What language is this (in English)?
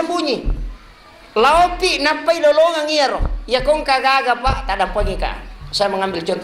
Buginese